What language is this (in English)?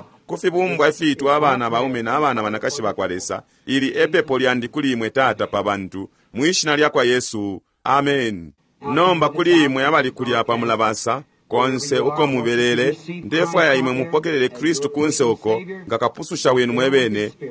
Bemba